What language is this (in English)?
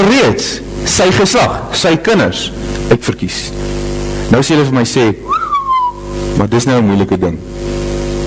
Afrikaans